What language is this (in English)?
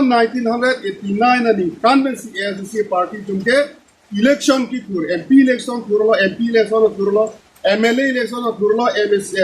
Karbi